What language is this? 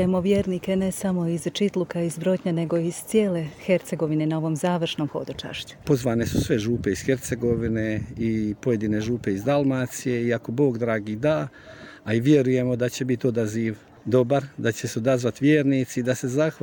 Croatian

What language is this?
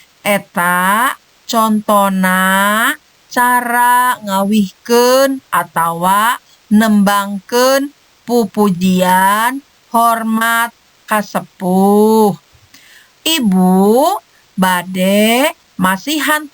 Sundanese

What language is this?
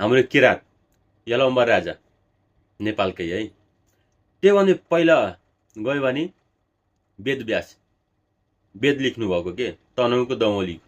Nepali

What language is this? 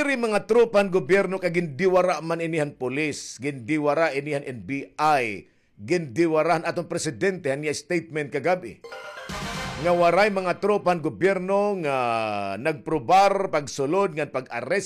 Waray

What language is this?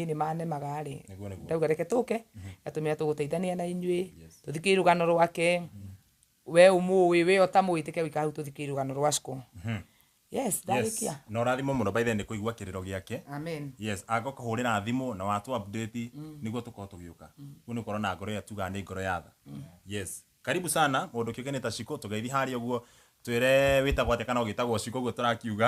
Kikuyu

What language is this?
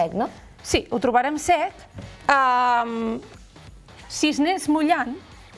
Catalan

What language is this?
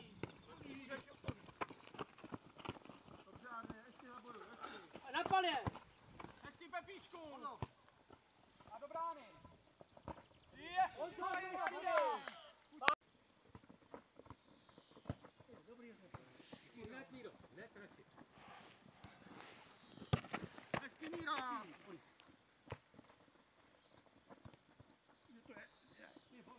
Czech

